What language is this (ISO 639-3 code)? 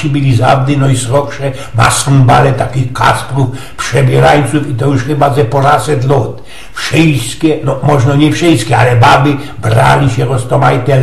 szl